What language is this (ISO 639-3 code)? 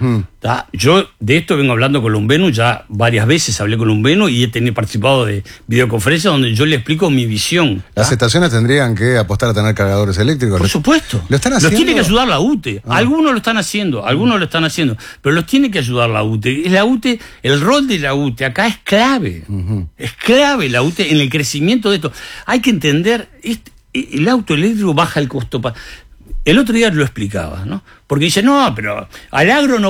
spa